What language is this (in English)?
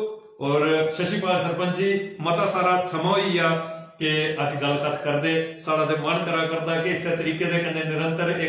Dogri